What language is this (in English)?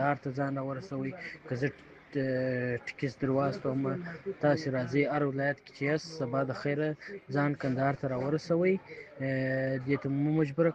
Pashto